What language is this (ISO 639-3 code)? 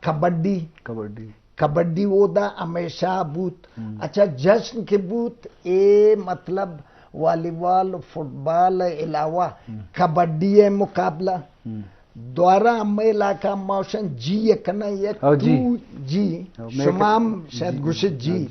bgp